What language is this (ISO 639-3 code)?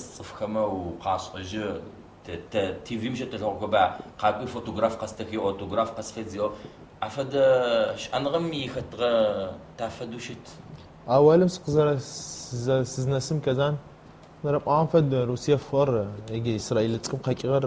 ady